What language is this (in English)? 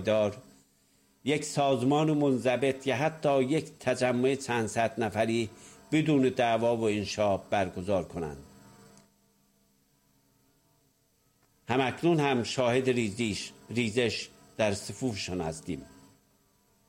Persian